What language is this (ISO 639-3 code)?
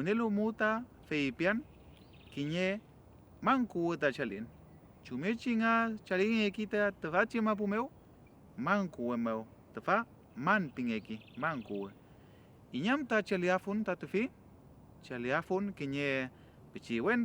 arn